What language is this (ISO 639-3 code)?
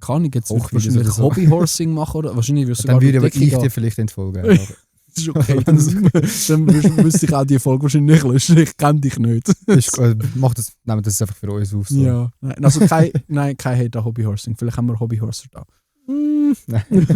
gsw